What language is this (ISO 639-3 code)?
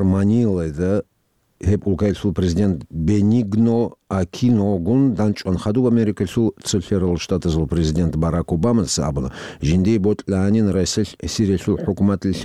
ava